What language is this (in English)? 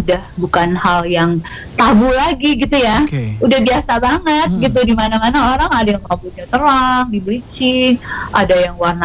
Indonesian